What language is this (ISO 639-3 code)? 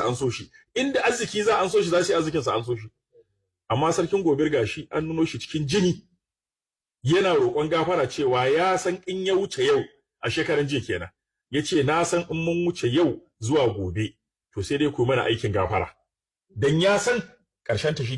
hau